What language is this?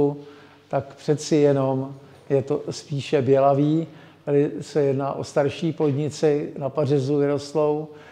Czech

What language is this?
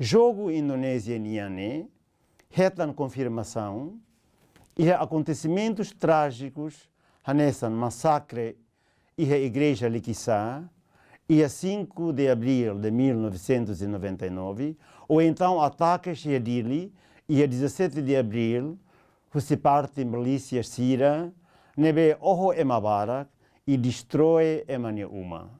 Tetum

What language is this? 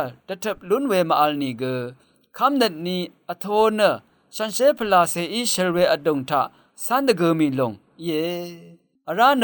Rawang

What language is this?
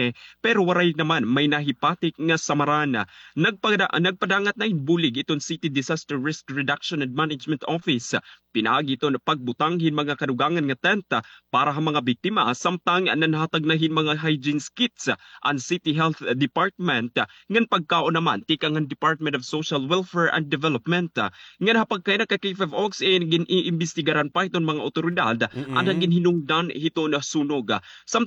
Waray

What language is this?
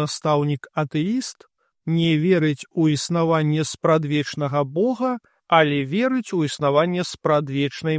Belarusian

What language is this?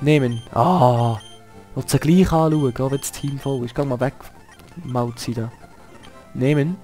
Swiss German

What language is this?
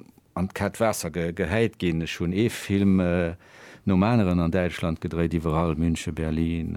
Luxembourgish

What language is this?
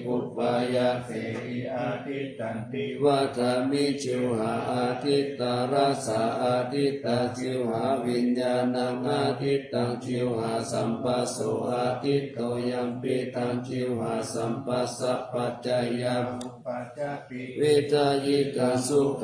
Pali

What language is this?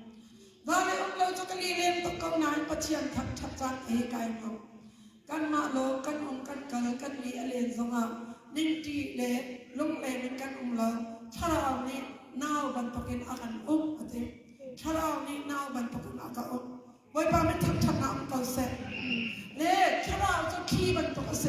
Hakha Chin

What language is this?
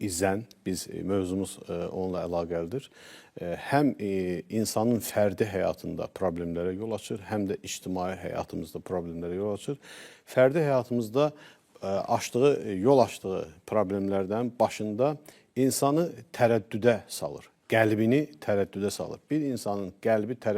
Azerbaijani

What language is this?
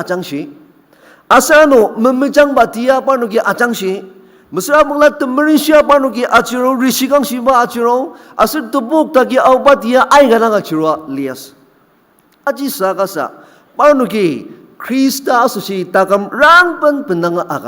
Ao Naga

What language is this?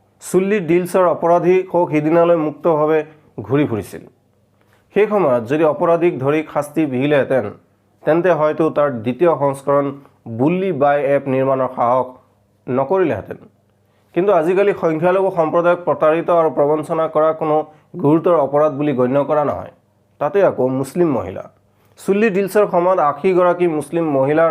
Assamese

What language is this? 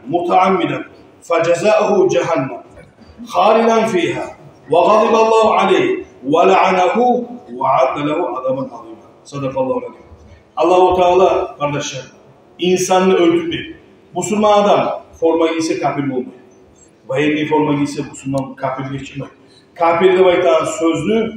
Kumyk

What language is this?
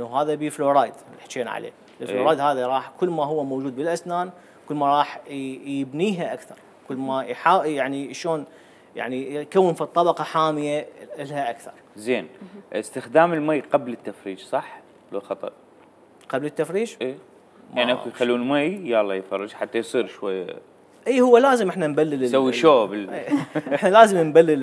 Mesopotamian Arabic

